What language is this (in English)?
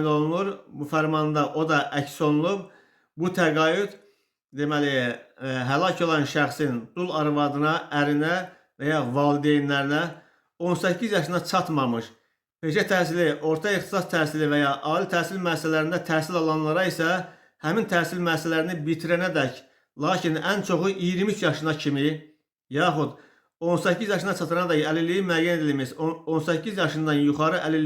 Azerbaijani